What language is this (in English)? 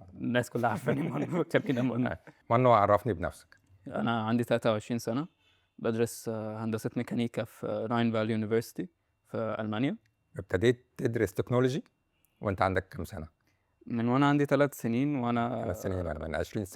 Egyptian Arabic